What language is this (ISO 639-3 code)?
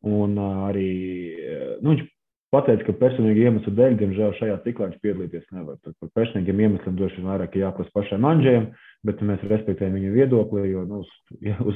lav